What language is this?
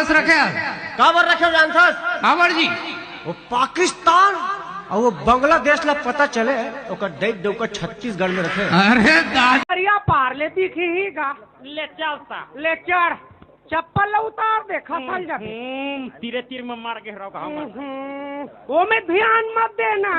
Chhattisgarhi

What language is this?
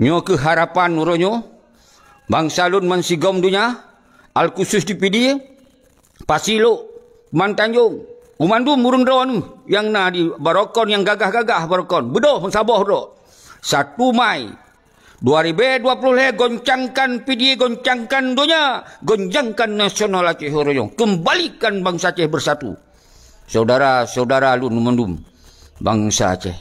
Achinese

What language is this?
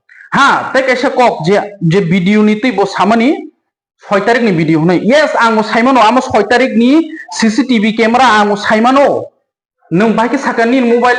Kok Borok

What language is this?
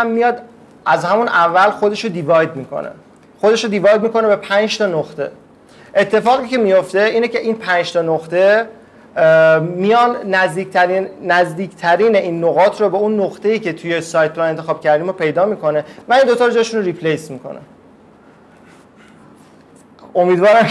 Persian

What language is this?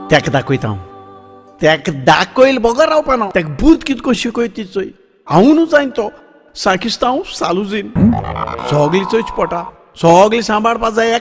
Konkani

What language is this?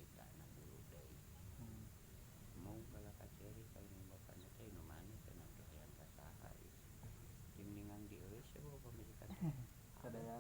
Sundanese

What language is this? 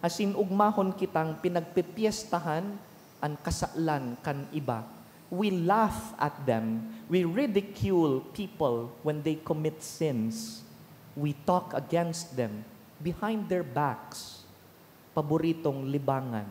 Bikol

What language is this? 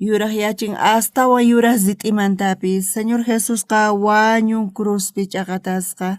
South Bolivian Quechua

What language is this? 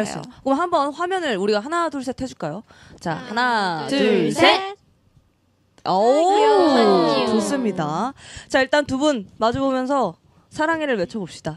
Korean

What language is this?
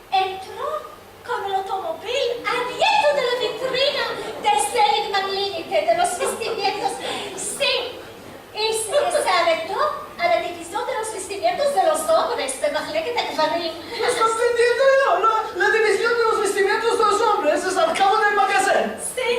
Ladino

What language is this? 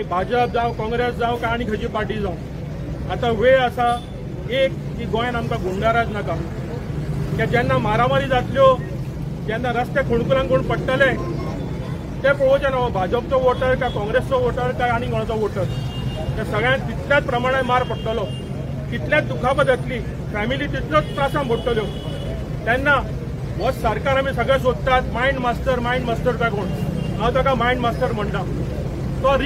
Konkani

